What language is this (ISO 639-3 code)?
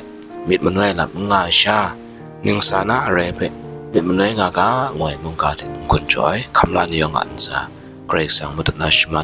kac